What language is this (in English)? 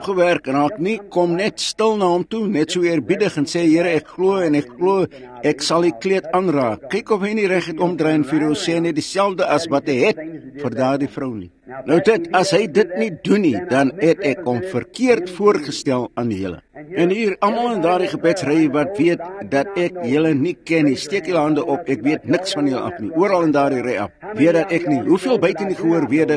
Afrikaans